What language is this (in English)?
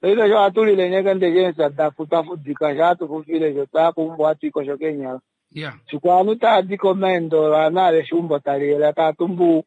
Kuanyama